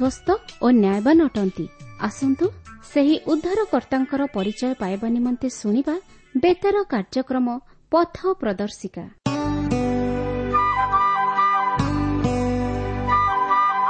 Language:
Odia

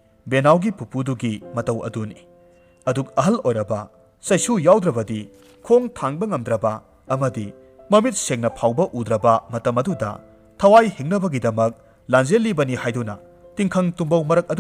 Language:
Manipuri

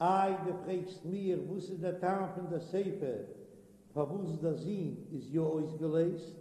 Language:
Yiddish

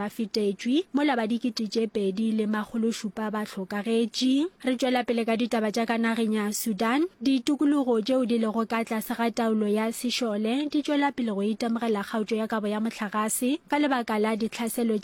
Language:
Northern Sotho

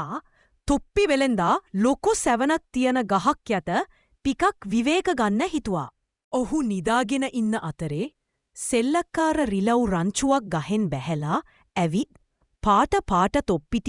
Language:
Sinhala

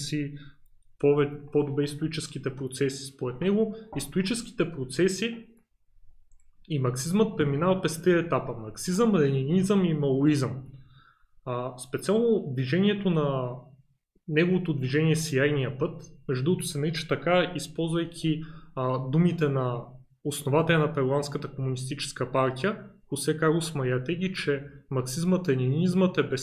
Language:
Bulgarian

